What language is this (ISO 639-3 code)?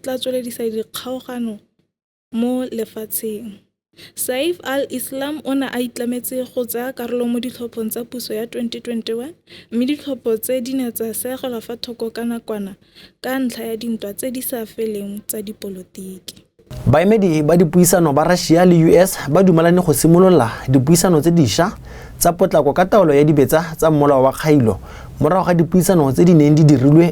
tsn